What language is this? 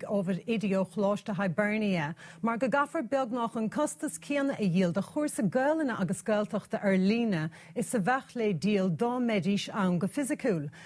Irish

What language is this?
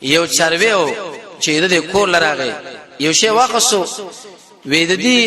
Pashto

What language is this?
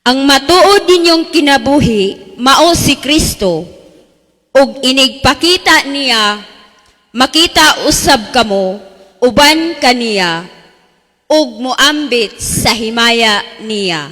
Cebuano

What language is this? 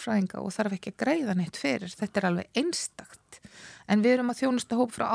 Icelandic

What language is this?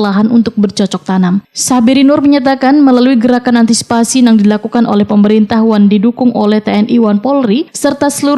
Banjar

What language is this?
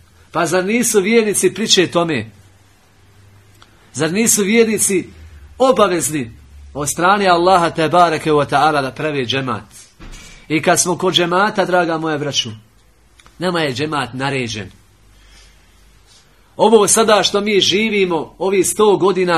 Bosnian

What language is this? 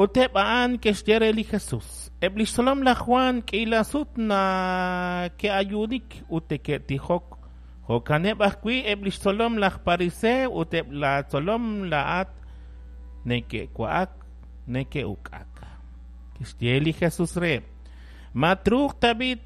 Kekchí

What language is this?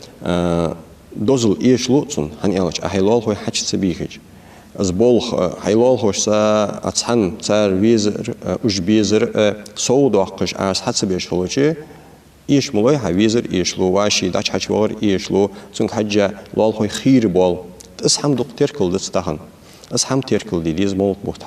Ingush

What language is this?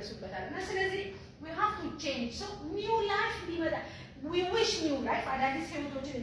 Amharic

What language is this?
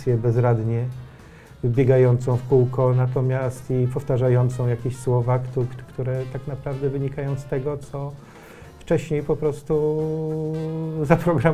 Polish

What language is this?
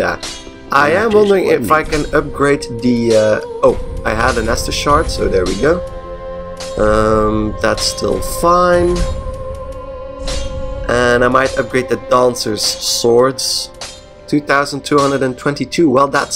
English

